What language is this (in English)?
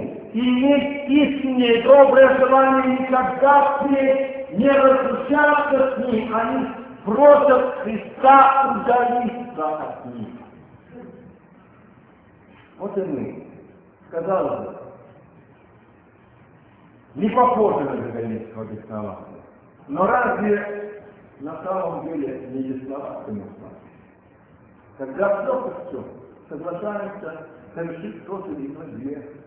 Russian